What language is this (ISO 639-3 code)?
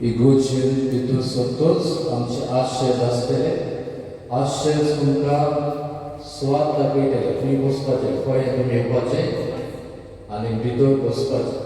kok